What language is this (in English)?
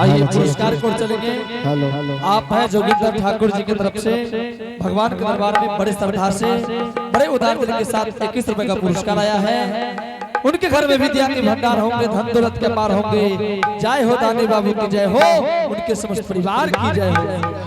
Angika